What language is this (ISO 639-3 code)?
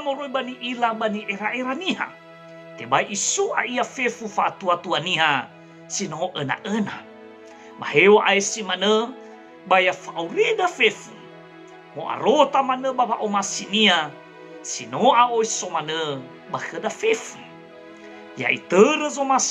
nia